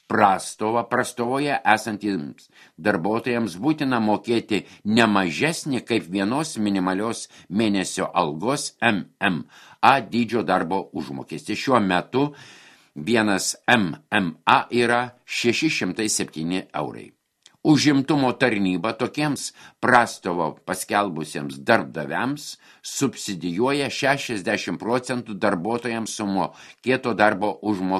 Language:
Lithuanian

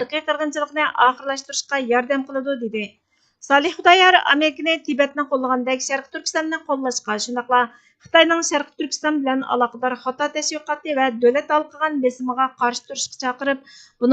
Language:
Uyghur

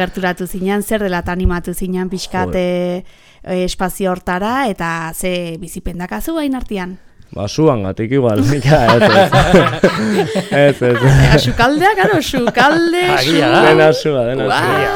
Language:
Basque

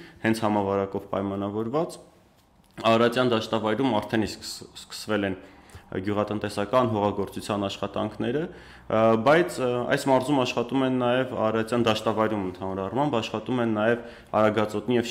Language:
Armenian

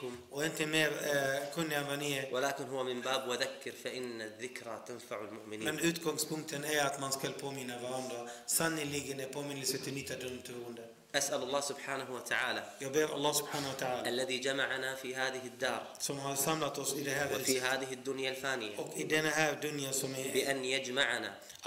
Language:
Swedish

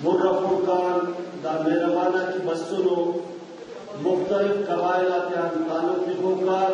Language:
Brahui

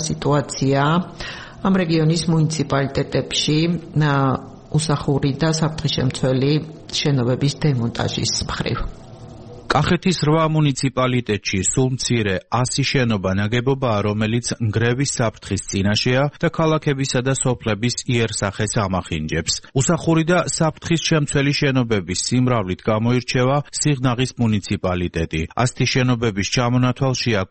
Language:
Georgian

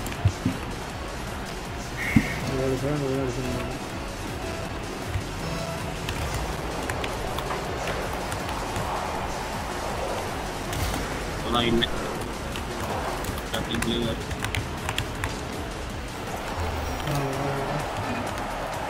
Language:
Tamil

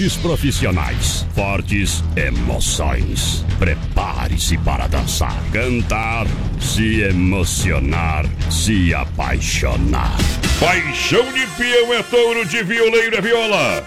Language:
Portuguese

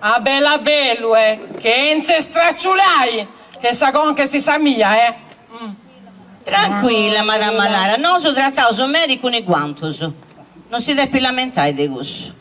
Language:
Sardinian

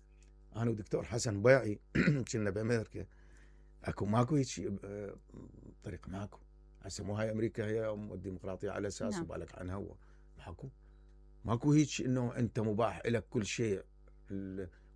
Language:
Mesopotamian Arabic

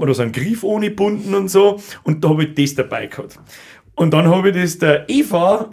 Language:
Bavarian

